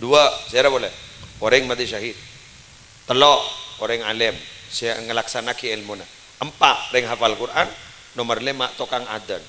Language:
Madurese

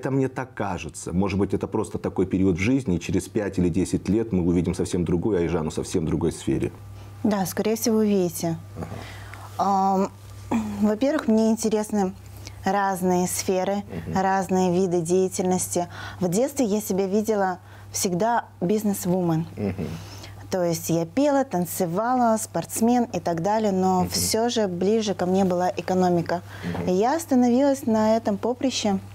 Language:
Russian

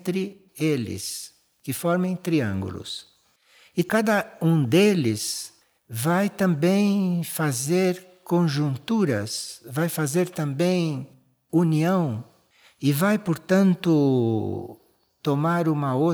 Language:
Portuguese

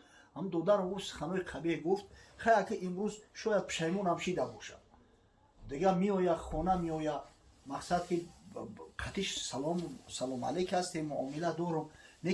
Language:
Tajik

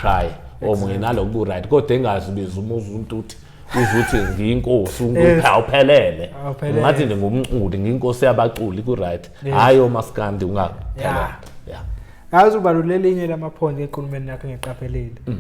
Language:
Zulu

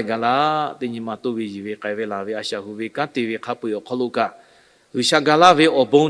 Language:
Lahu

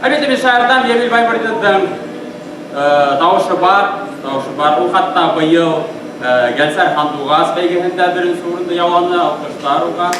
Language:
Bashkir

